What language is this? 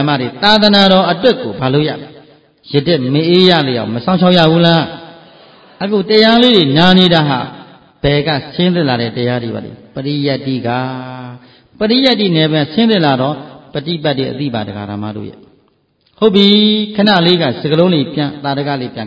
Burmese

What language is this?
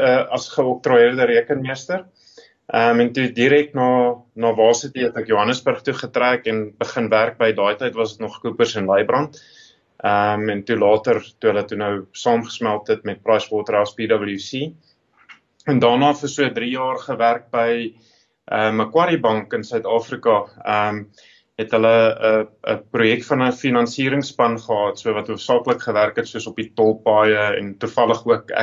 Afrikaans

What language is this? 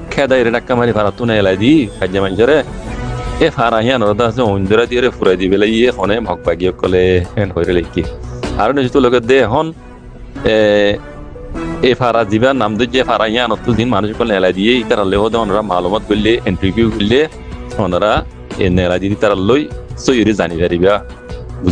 Rohingya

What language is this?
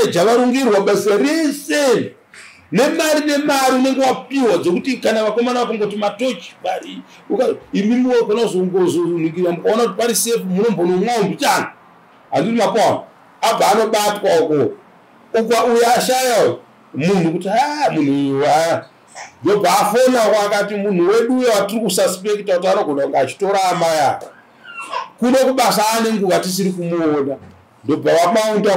Shona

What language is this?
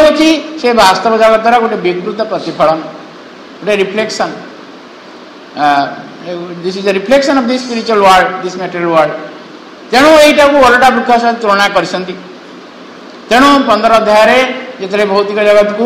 Odia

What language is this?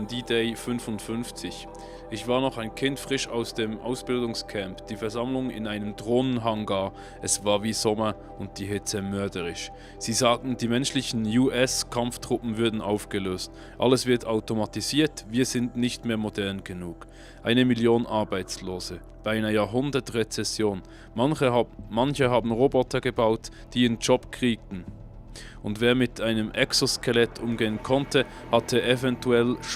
Swiss German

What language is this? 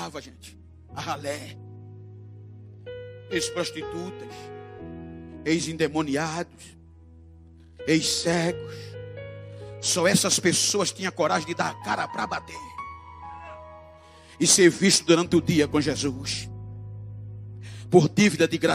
Portuguese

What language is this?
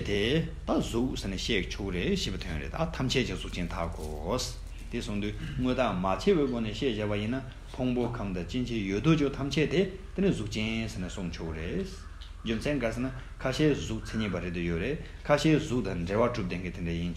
Tibetan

